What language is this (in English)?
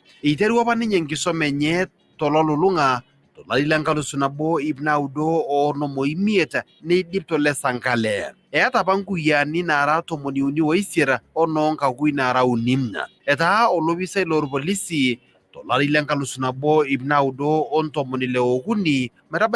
Masai